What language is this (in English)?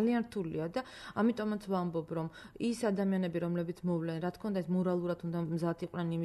Georgian